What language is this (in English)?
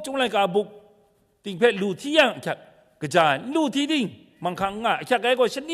Kachin